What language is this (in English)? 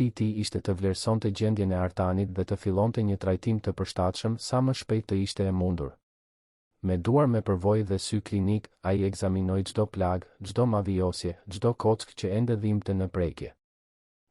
Albanian